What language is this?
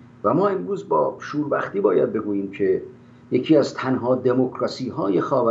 Persian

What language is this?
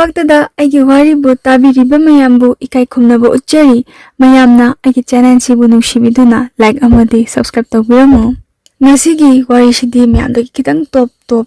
Manipuri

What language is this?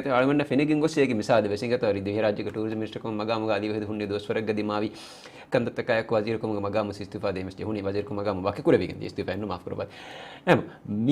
Divehi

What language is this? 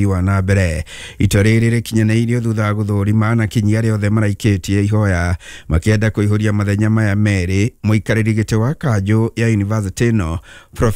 Kikuyu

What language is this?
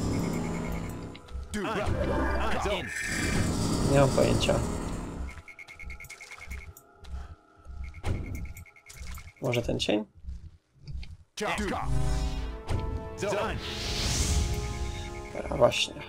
Polish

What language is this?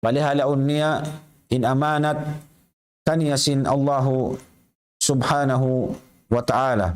Tausug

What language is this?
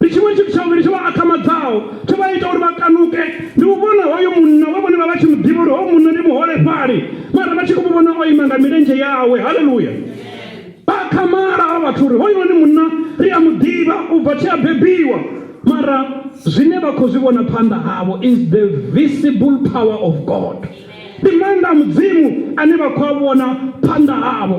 Venda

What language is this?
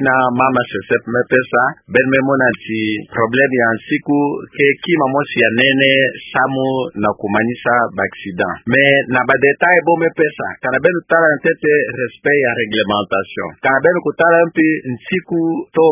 Kituba (Democratic Republic of Congo)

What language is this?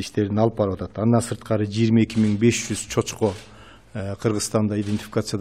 Kyrgyz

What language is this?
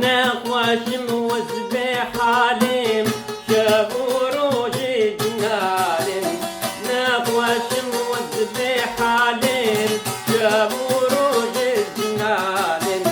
Kurdish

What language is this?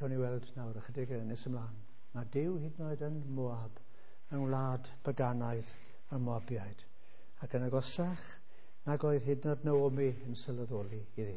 Welsh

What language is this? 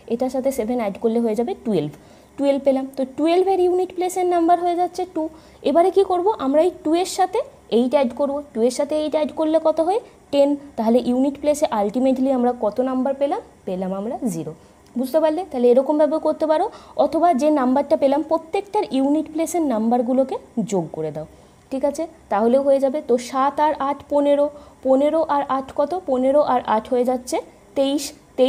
Bangla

